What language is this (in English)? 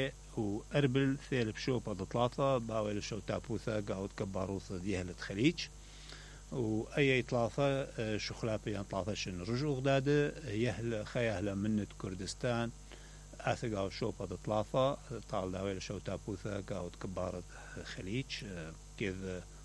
Mesopotamian Arabic